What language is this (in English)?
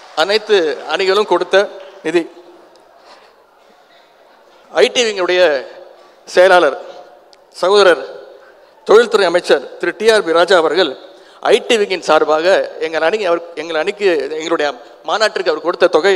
Tamil